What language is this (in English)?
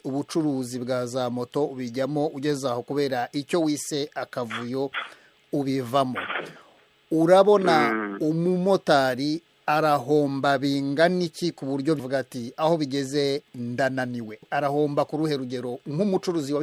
Kinyarwanda